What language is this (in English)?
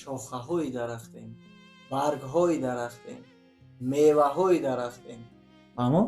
Tajik